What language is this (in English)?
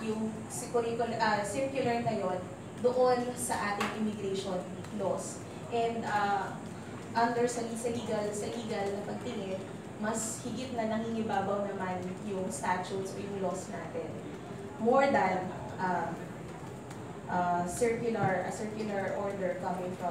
Filipino